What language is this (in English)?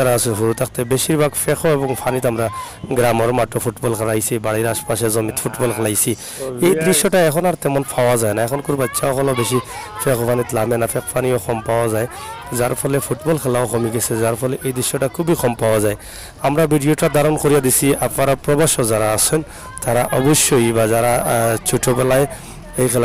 Sylheti